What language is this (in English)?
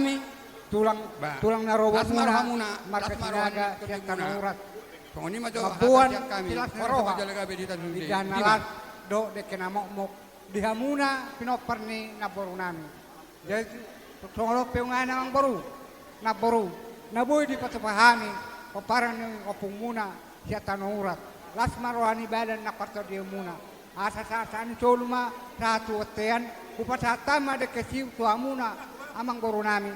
Batak Toba